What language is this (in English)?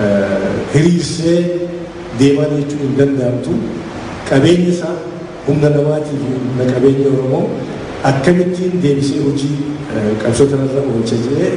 Oromo